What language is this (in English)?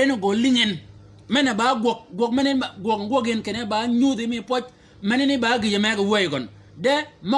Shilluk